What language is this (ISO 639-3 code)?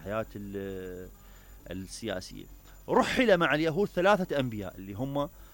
acm